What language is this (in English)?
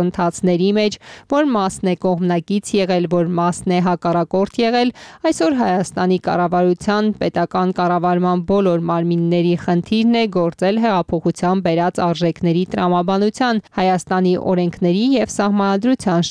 Armenian